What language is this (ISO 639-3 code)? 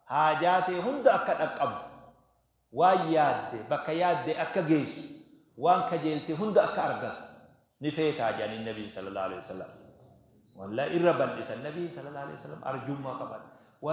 orm